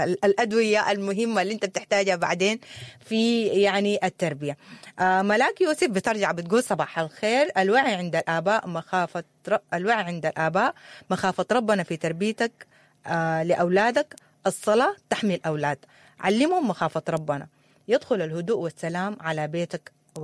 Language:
Sudanese Arabic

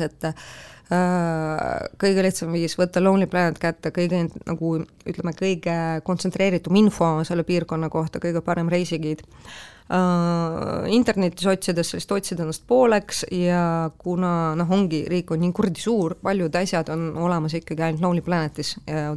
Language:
Estonian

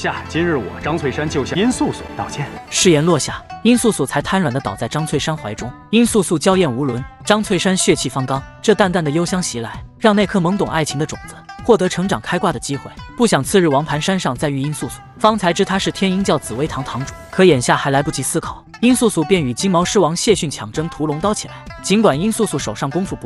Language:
Chinese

